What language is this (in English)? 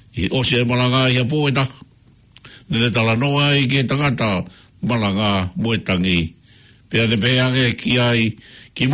Tongan